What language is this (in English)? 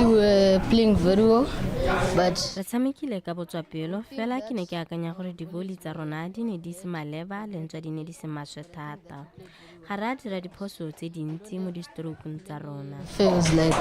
Tswana